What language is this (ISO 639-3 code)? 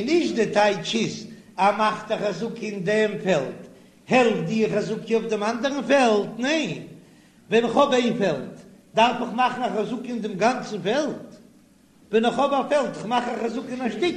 yid